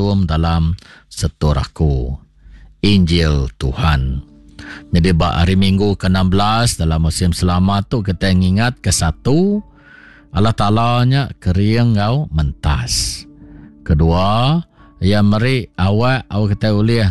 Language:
Iban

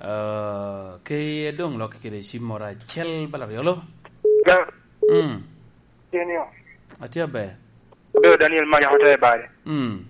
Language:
Lango (Uganda)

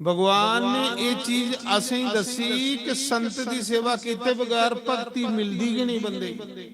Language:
Dogri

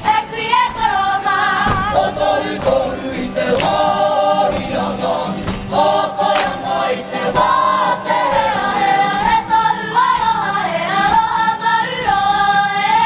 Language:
Māori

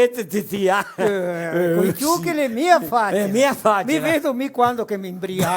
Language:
Venetian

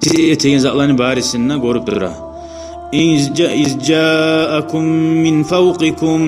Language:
Kumyk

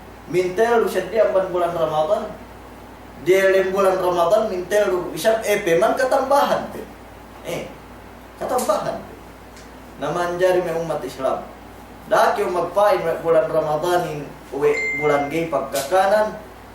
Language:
Yakan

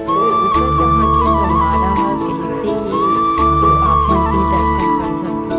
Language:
Chhattisgarhi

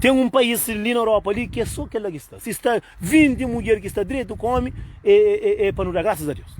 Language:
Kabuverdianu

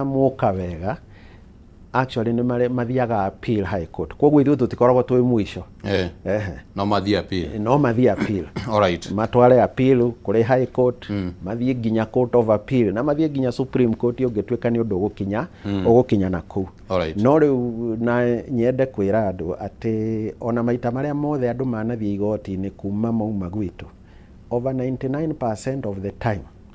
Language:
Kikuyu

